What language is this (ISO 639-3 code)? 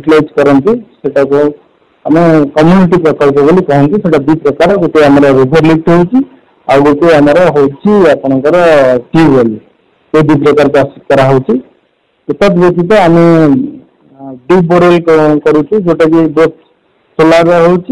ori